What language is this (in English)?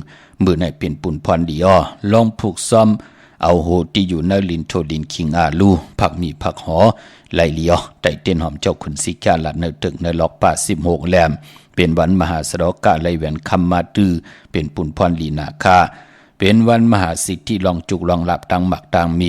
Shan